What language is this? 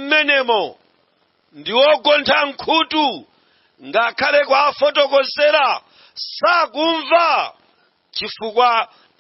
Nyanja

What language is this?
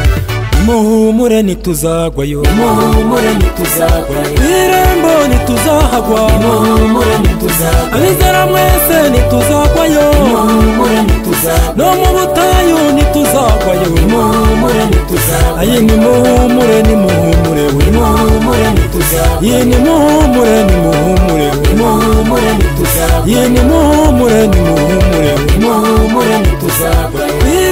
Kinyarwanda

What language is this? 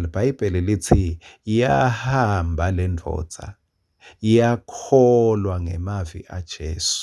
Swati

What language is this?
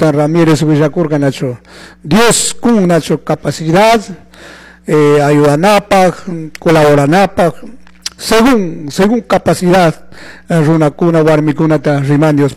Chimborazo Highland Quichua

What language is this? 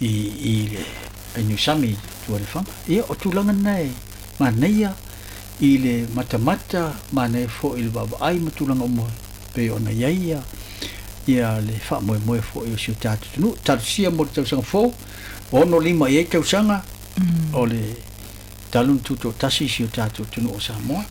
Samoan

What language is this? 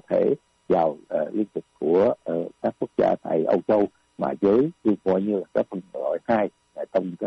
Vietnamese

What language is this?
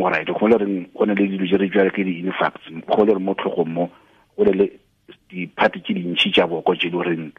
Tswana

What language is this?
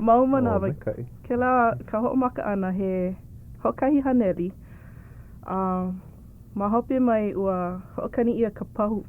Hawaiian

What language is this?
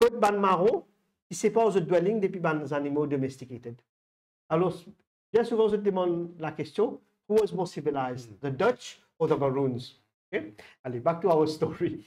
Morisyen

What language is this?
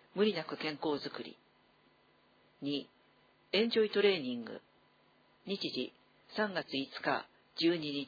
Japanese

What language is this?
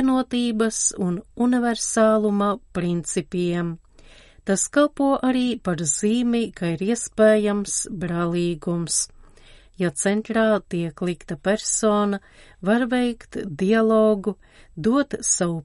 Latvian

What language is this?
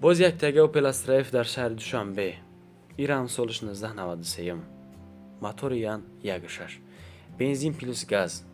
Tajik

